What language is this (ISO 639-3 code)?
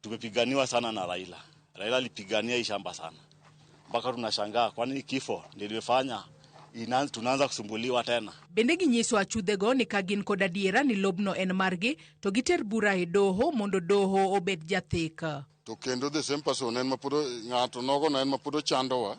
luo